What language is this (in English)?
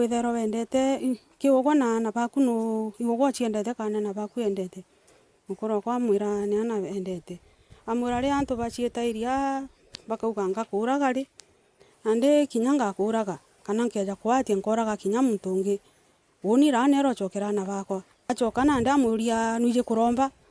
Meru